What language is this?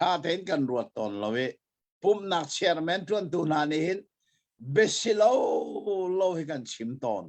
Hakha Chin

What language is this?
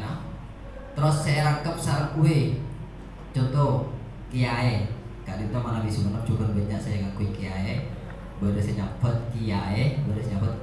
Madurese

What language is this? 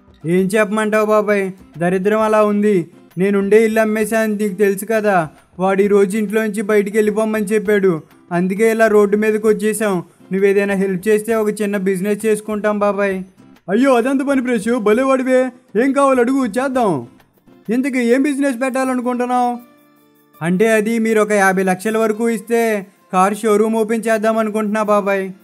Telugu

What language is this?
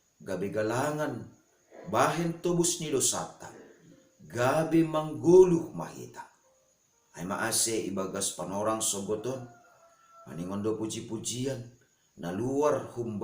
Batak Simalungun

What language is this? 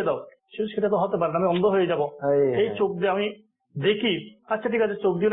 Bangla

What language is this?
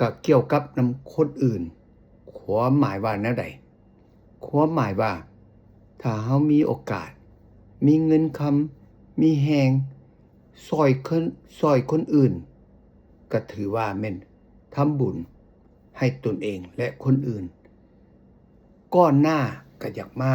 Lao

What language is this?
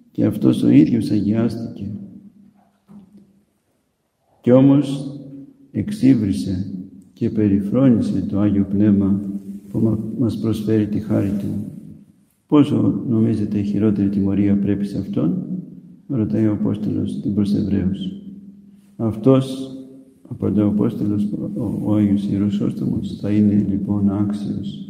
Greek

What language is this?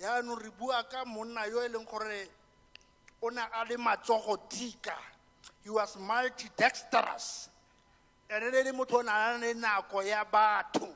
Tswana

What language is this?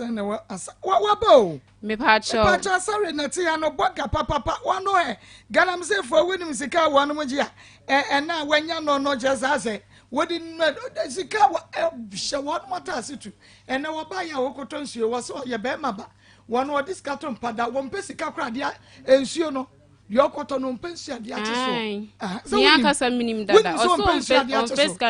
Akan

